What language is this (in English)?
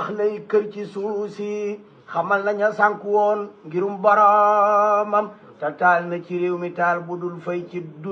Wolof